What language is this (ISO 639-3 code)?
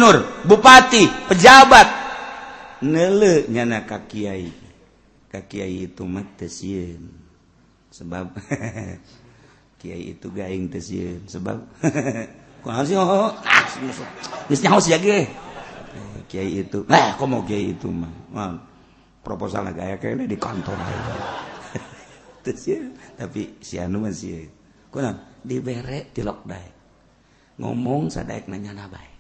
sun